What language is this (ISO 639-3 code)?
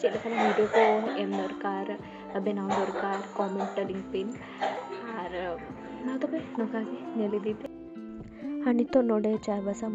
sat